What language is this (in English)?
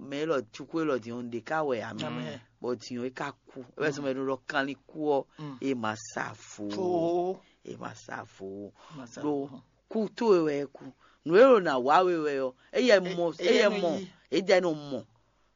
Fon